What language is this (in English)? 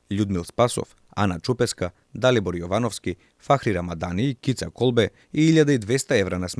Macedonian